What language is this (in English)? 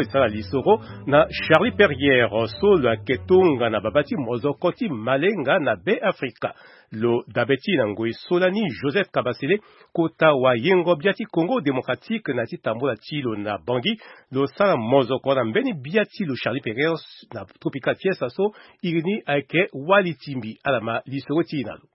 Sango